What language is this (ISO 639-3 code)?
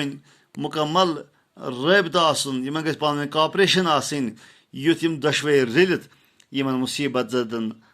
kas